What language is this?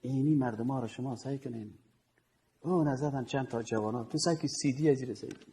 Persian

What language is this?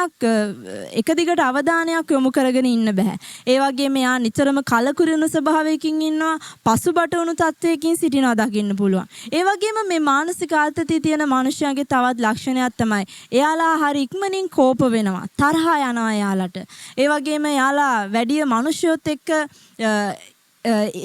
Sinhala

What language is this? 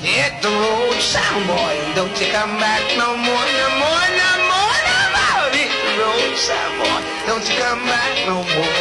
Jamaican Creole English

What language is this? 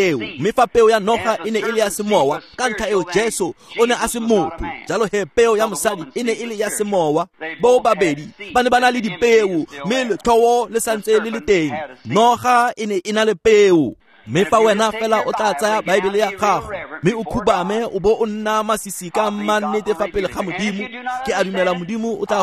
Tswana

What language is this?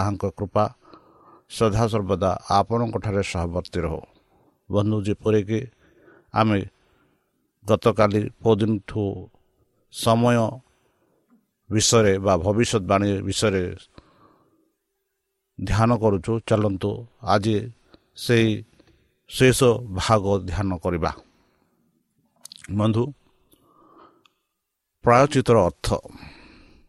Odia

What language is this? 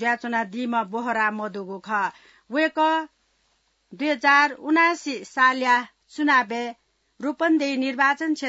Newari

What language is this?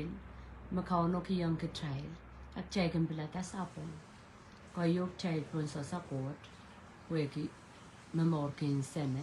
Pohnpeian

